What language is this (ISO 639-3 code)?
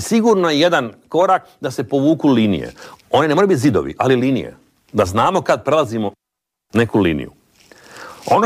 hrv